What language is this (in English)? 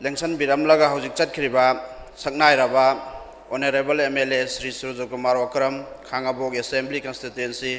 Manipuri